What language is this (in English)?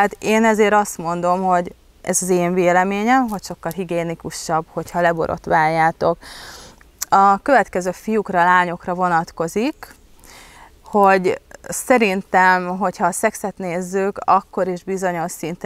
Hungarian